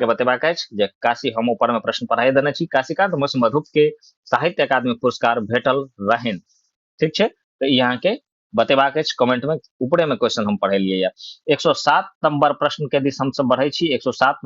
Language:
Maithili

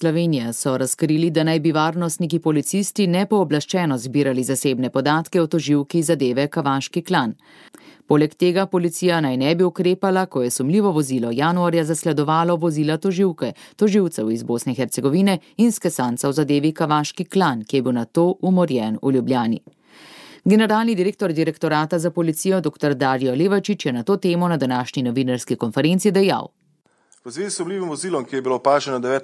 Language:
Slovenian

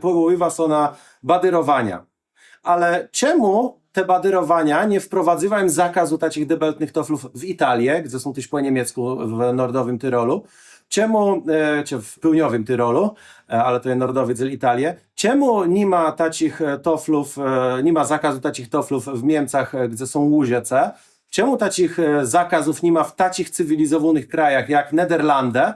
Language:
Kashubian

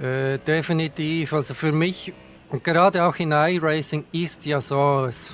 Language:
Swiss German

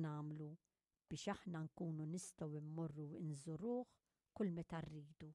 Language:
Maltese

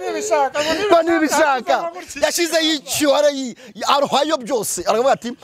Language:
Kinyarwanda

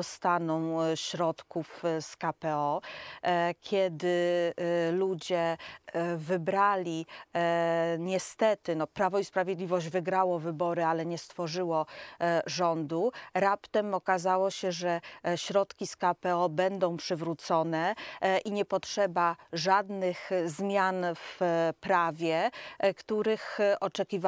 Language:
Polish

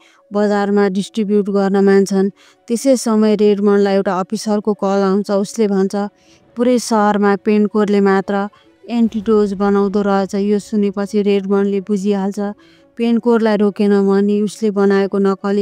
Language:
Nepali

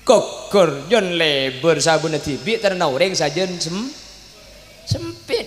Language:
Madurese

